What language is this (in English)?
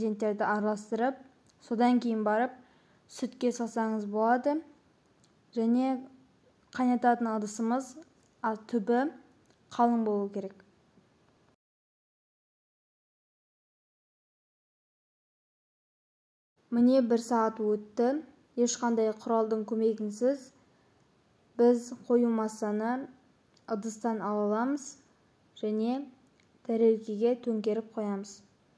Kazakh